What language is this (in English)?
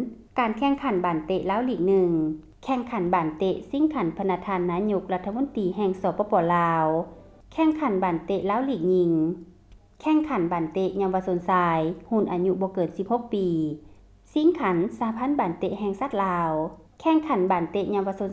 Lao